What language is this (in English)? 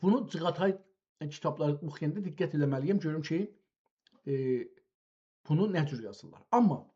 South Azerbaijani